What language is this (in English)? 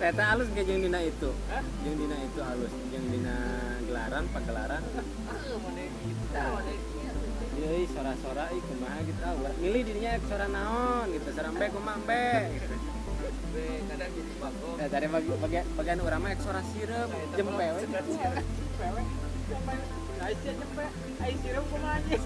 Sundanese